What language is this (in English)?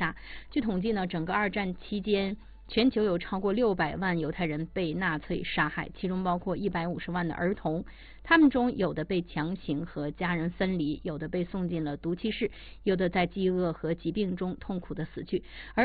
Chinese